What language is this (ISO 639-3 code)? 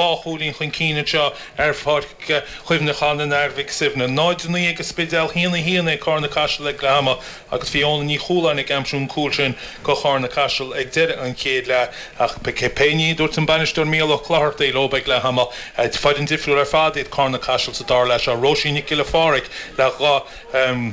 gle